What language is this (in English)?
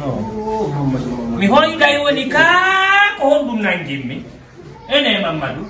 Fula